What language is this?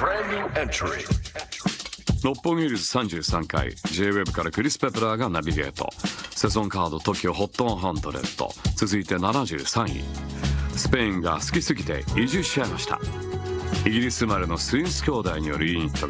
Japanese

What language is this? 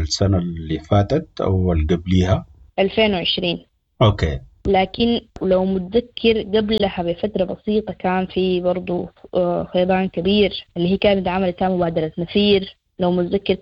Sudanese Arabic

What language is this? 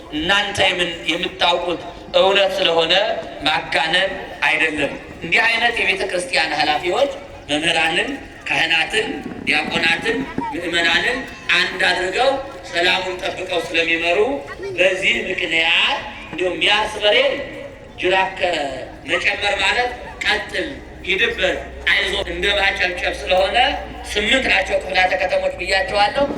Amharic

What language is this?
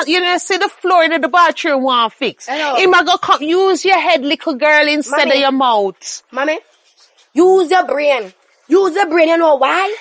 Jamaican Creole English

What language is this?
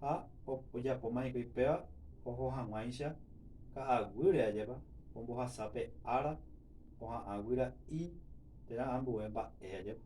Guarani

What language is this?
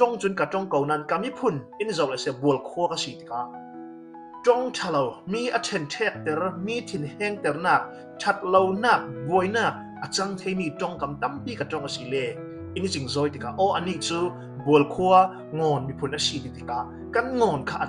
Falam Chin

